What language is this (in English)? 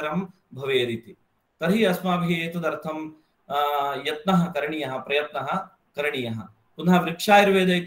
Sanskrit